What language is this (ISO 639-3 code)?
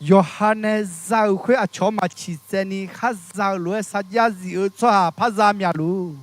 ahk